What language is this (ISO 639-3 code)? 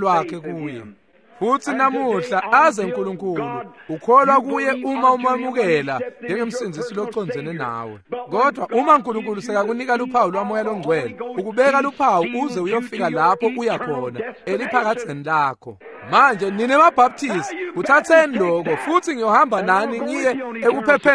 ssw